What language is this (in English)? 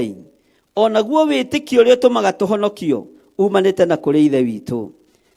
Kikuyu